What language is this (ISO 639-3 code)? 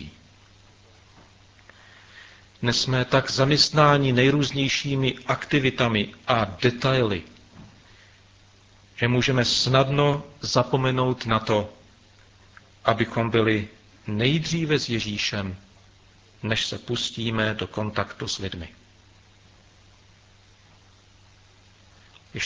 ces